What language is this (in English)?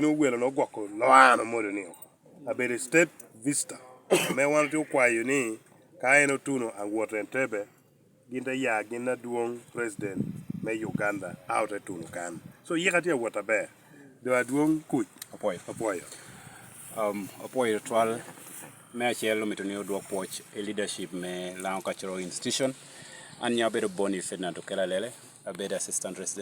Lango (Uganda)